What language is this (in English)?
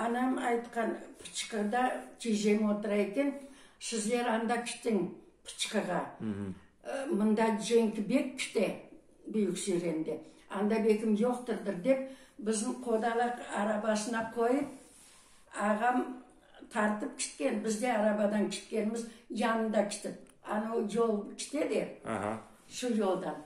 Crimean Tatar